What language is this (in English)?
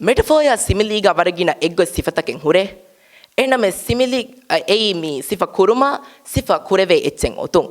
Divehi